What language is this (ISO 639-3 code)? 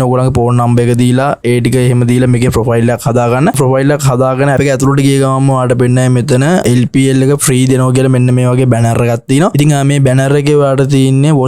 sin